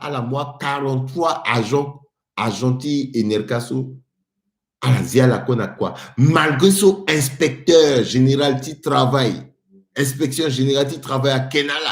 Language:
Sango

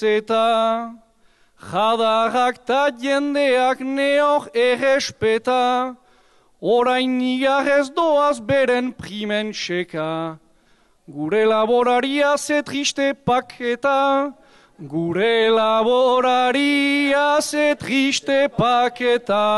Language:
Basque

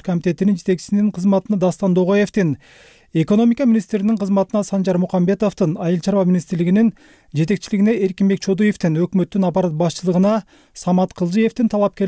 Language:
Kyrgyz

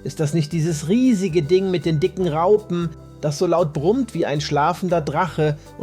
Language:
Swiss German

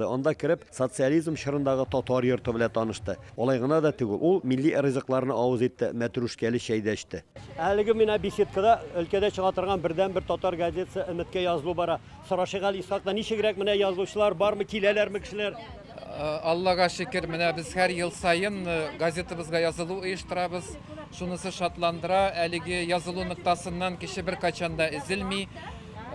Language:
Tatar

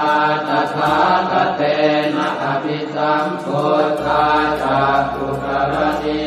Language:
Pali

